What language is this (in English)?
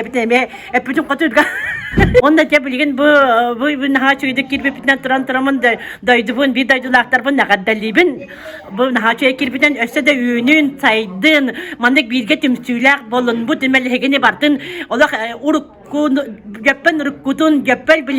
Yakut